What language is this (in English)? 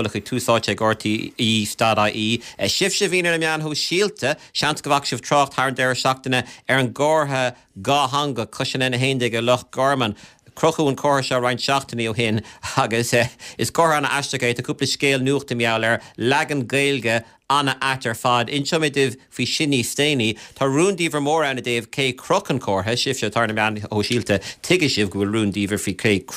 Irish